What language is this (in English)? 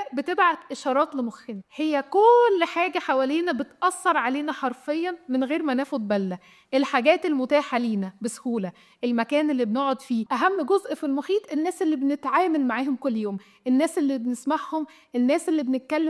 Egyptian Arabic